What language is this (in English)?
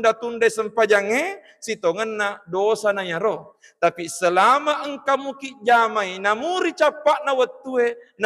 Buginese